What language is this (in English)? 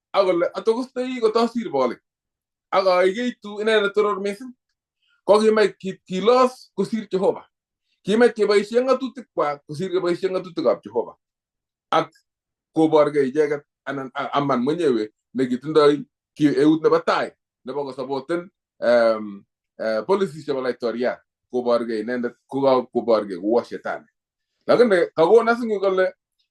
Kalenjin